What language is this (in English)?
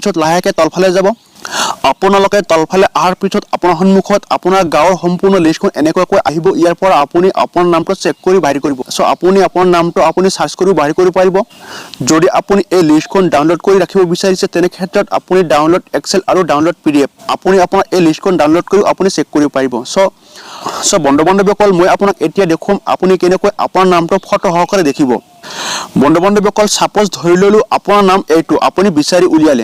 Assamese